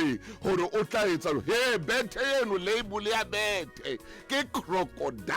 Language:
Southern Sotho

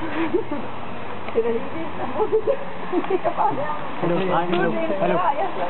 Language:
Danish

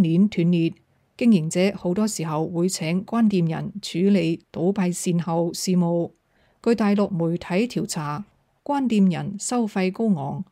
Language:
Cantonese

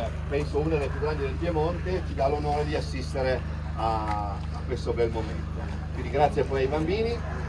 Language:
Italian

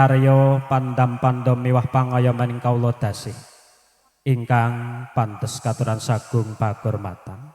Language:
Javanese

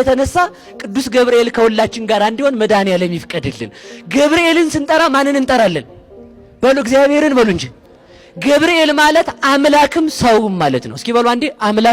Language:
Amharic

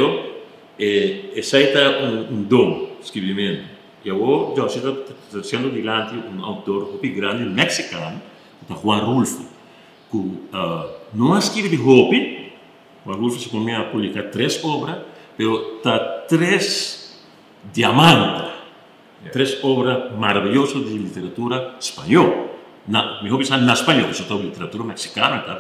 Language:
Papiamento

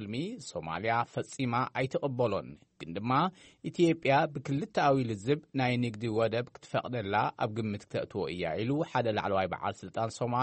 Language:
Tigrinya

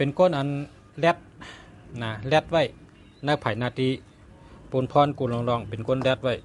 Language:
Shan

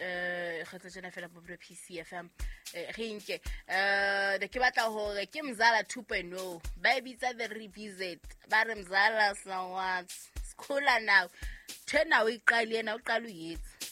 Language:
Southern Sotho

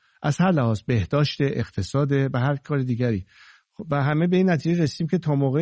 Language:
Persian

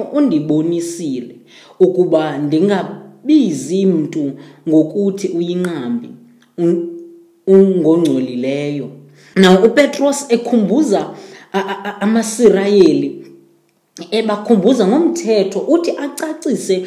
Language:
Xhosa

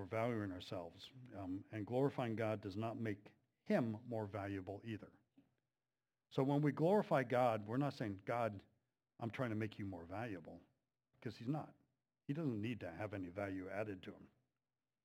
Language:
English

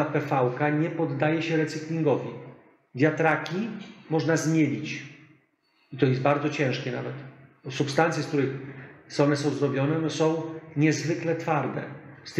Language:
Polish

